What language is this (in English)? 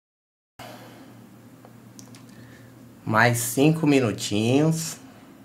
Portuguese